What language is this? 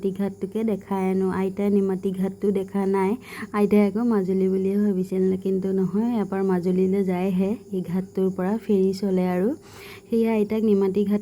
Assamese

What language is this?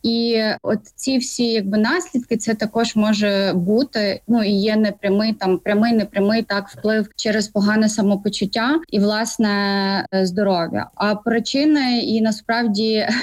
Ukrainian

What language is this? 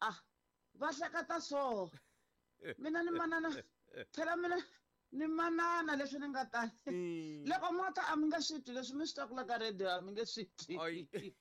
Tsonga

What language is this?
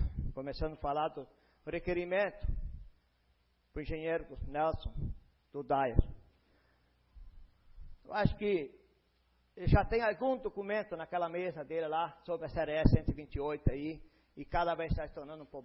Portuguese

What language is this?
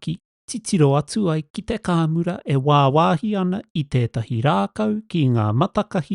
Māori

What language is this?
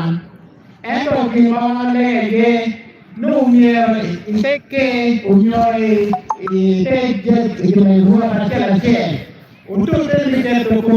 Acoli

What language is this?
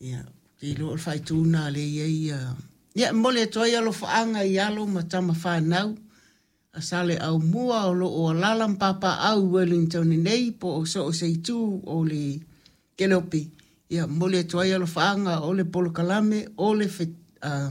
Samoan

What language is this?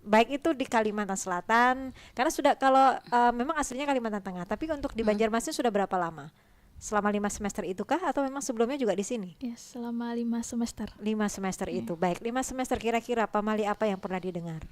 Banjar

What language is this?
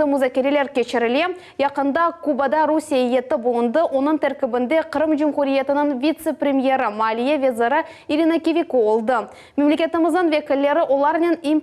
Crimean Tatar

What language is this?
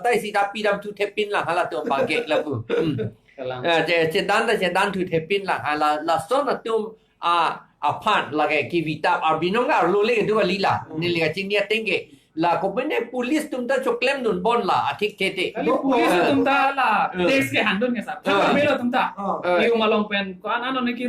Karbi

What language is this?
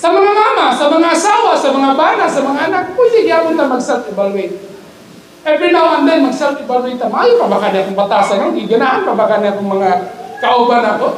Cebuano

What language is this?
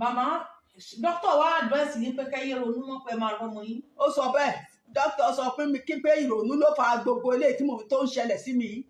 Yoruba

